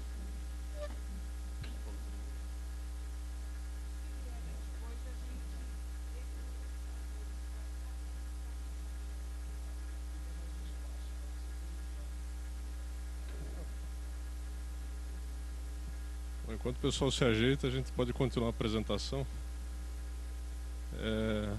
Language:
Portuguese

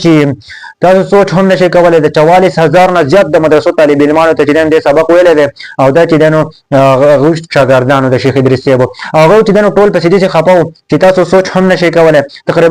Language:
Pashto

